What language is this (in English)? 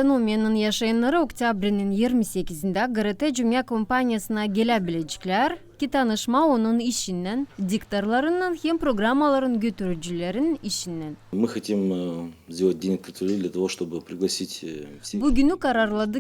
Gagauz